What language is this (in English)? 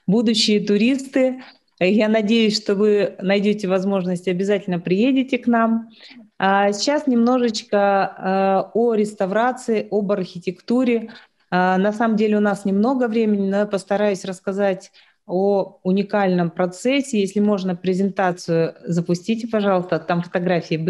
Russian